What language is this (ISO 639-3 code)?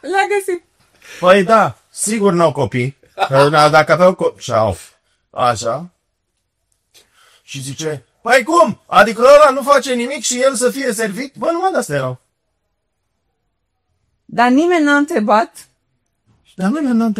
ron